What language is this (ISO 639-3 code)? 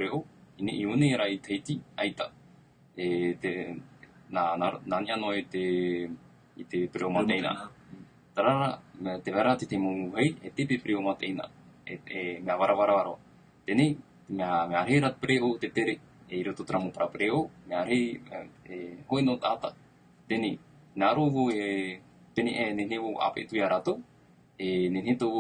tah